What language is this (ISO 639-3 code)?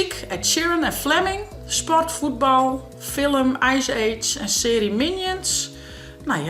fry